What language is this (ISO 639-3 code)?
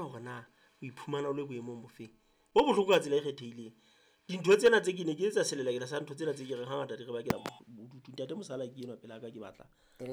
sot